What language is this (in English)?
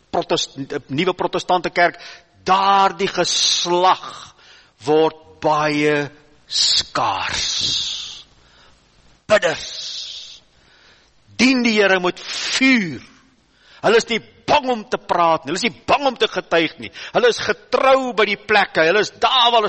Afrikaans